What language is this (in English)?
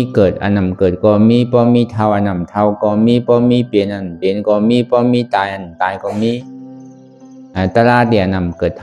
Shan